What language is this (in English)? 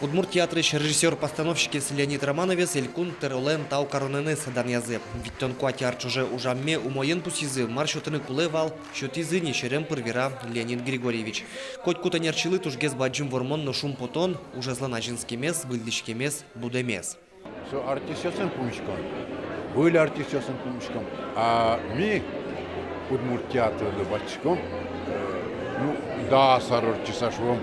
Udmurt